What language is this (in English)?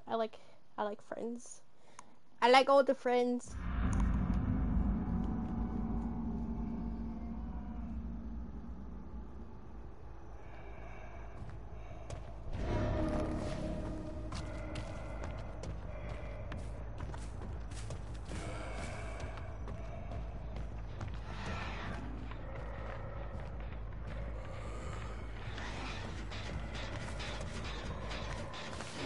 English